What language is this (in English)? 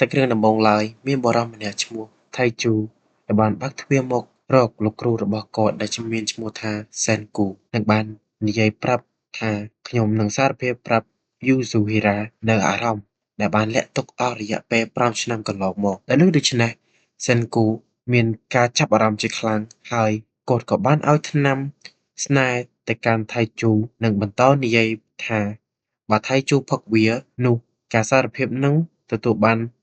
Khmer